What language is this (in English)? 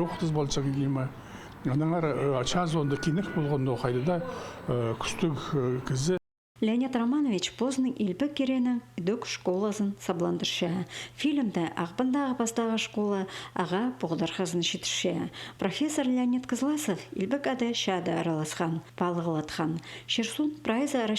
Khakas